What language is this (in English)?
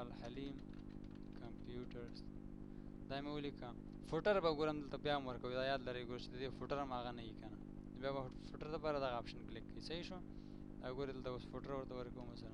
Pashto